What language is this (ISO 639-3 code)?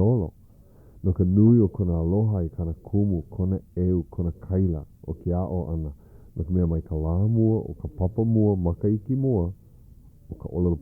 haw